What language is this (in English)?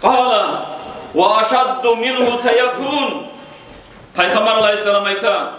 Kumyk